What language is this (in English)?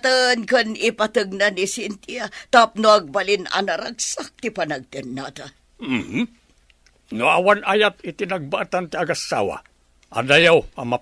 Iloko